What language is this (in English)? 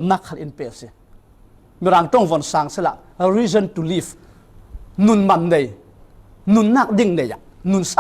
Falam Chin